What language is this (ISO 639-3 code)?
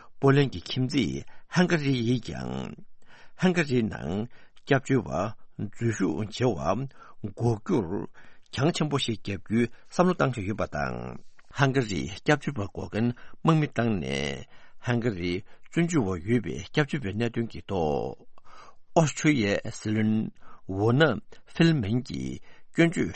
bod